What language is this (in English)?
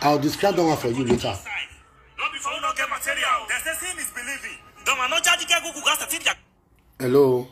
Nigerian Pidgin